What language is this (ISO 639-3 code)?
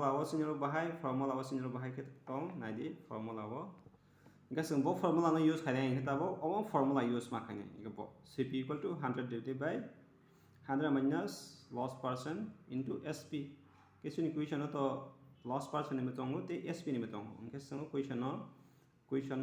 trp